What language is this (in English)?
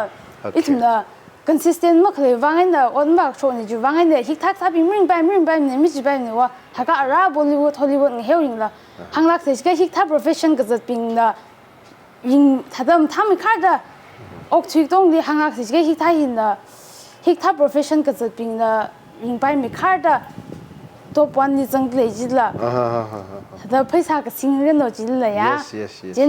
Tangkhul Naga (India)